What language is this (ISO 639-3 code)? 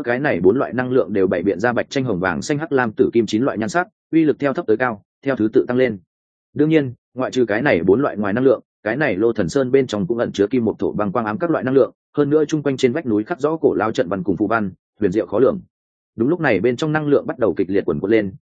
vie